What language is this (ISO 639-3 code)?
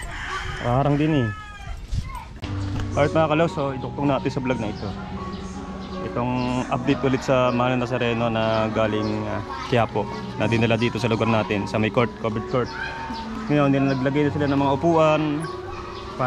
fil